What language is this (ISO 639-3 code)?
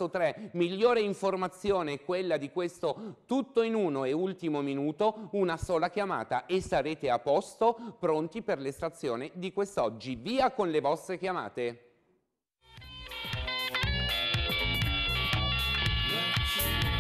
ita